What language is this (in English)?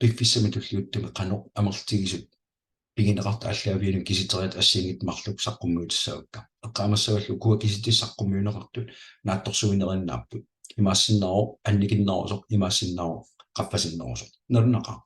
Kalaallisut